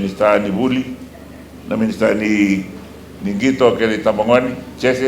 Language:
Fijian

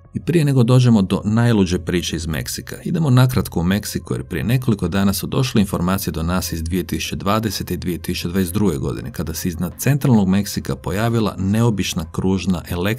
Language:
Croatian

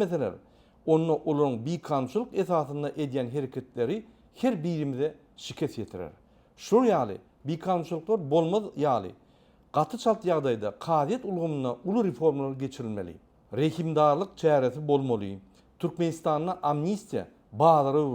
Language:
Turkmen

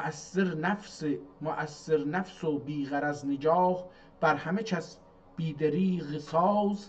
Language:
South Azerbaijani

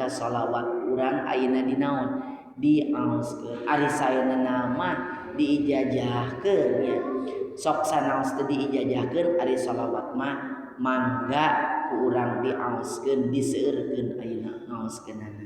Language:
Sundanese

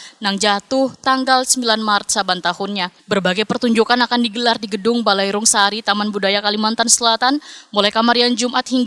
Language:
Banjar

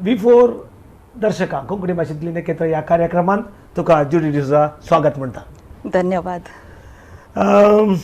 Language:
Konkani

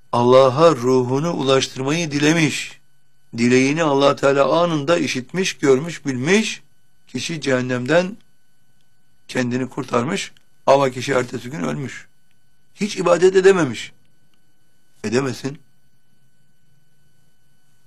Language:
Turkish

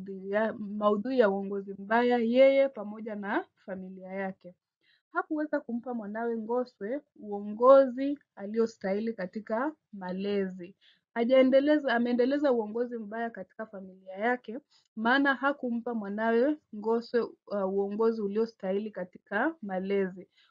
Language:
Swahili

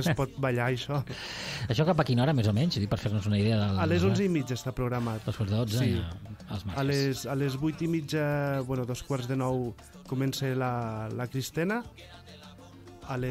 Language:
Catalan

